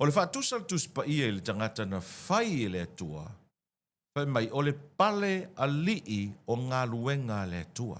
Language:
Samoan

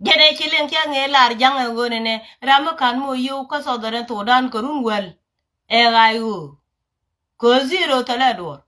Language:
Nuer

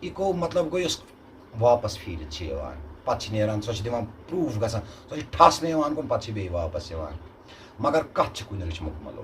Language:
Kashmiri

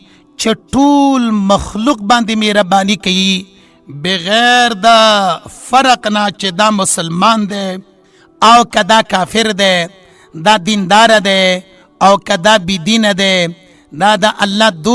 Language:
Pashto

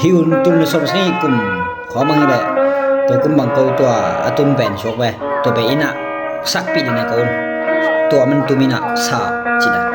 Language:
Tedim Chin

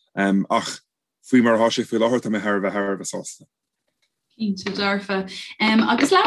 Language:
Irish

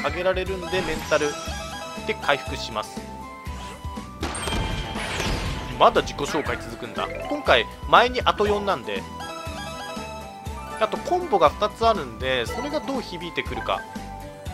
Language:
Japanese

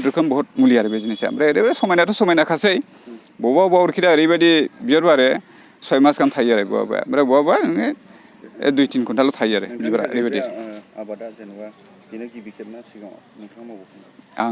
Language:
Bodo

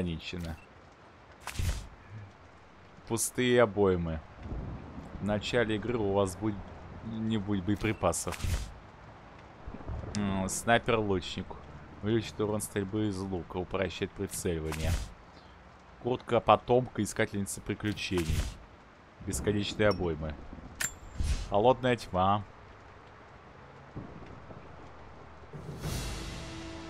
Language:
Russian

